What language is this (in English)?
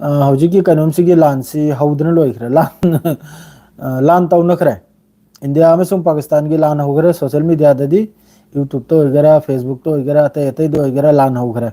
Manipuri